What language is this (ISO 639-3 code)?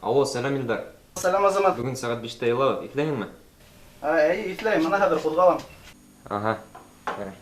bak